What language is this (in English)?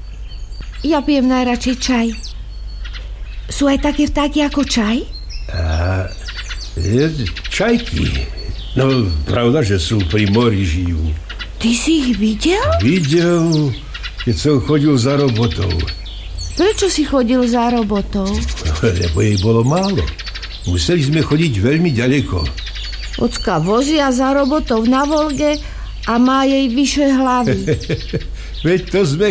Slovak